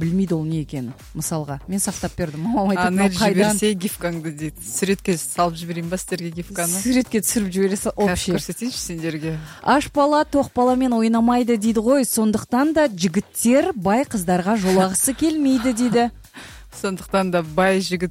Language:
Kazakh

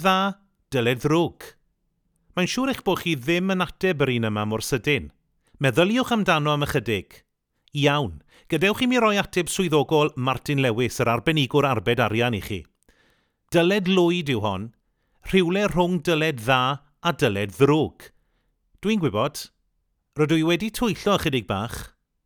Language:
Welsh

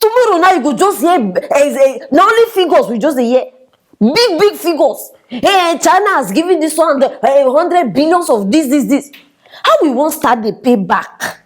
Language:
Nigerian Pidgin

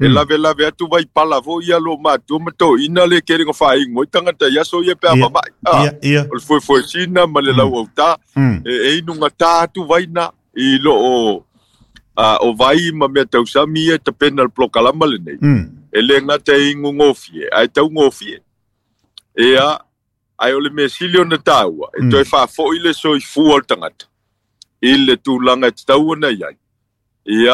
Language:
Samoan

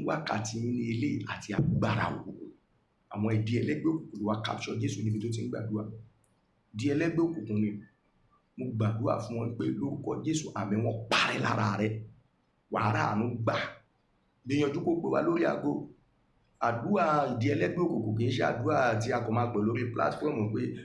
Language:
Yoruba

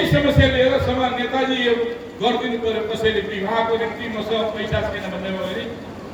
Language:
Nepali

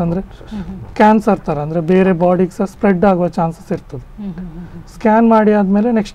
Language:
Kannada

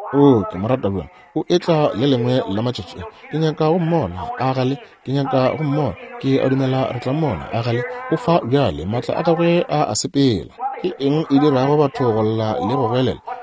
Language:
Northern Sotho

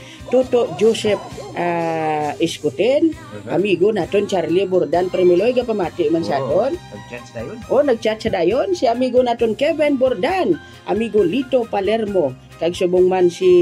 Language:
Hiligaynon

